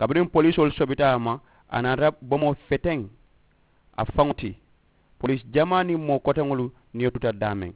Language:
Mandingo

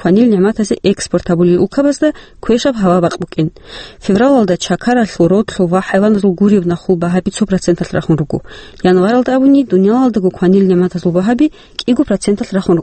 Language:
Avaric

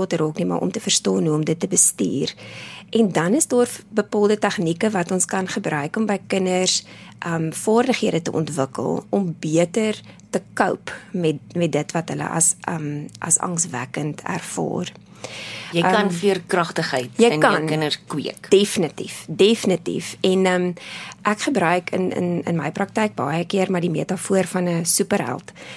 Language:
Afrikaans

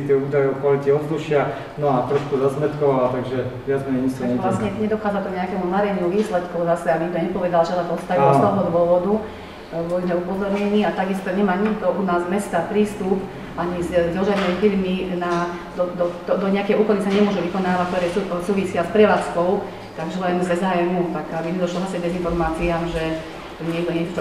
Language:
Slovak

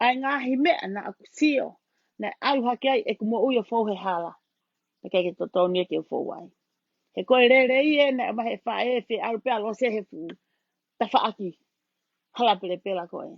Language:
Tongan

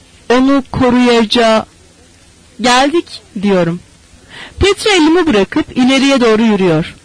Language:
Turkish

